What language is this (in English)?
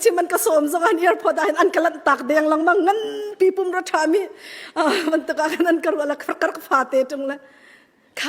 Hakha Chin